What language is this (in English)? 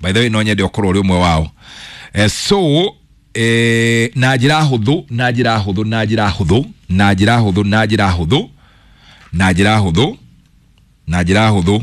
Kikuyu